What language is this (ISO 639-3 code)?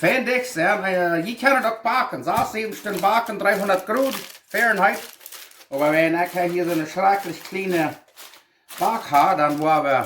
pdt